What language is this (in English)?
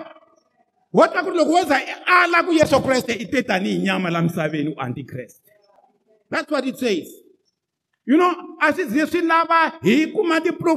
Tsonga